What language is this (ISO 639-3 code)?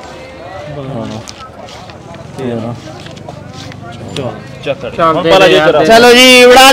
hin